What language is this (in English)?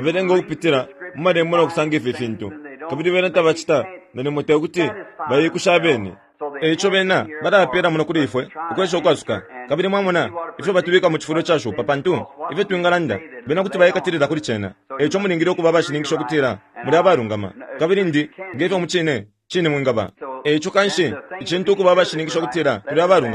Bemba